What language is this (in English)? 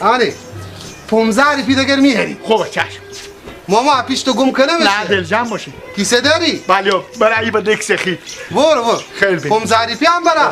Persian